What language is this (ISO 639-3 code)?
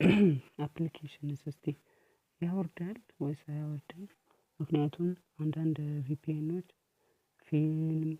amh